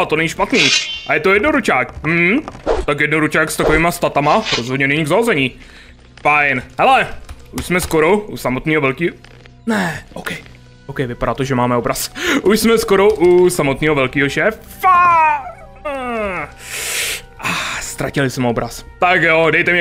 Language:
Czech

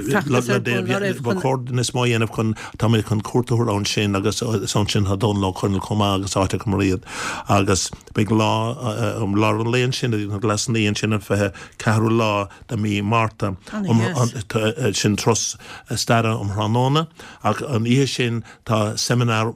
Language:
Irish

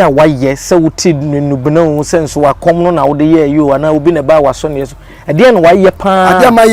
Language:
Akan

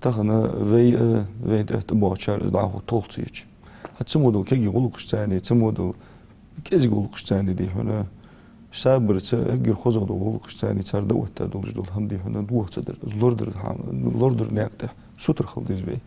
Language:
Ingush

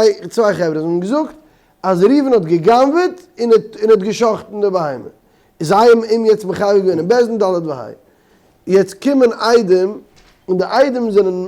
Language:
Yiddish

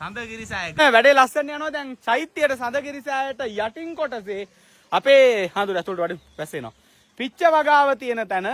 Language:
Sinhala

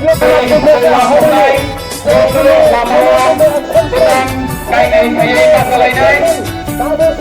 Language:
Kok Borok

